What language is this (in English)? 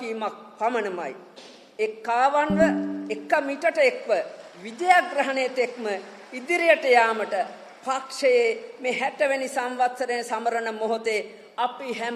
Sinhala